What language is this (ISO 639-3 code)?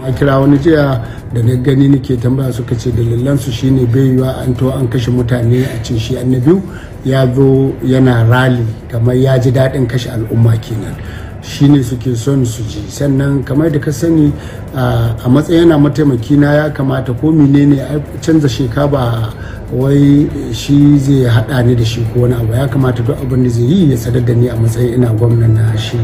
hau